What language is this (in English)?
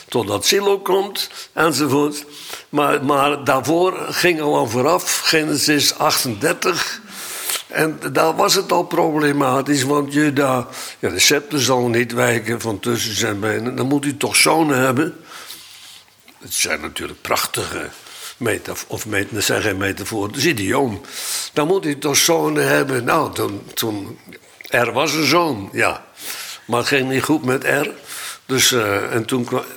Dutch